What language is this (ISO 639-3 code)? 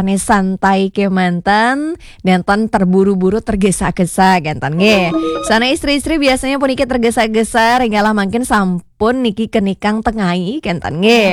ban